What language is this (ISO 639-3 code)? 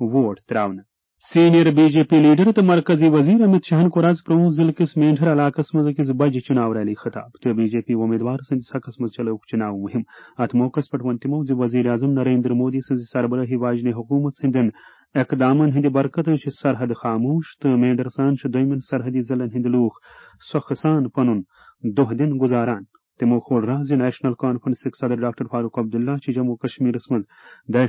kas